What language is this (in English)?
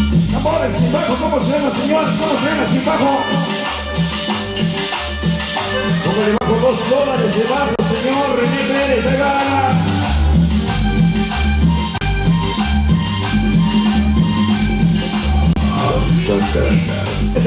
Spanish